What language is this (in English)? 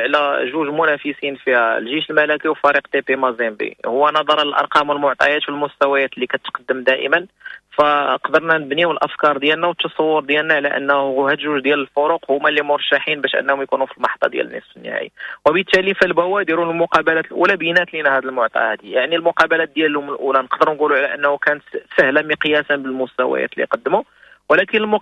Moroccan Arabic